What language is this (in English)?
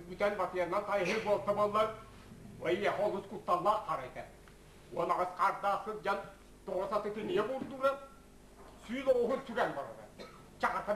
Yakut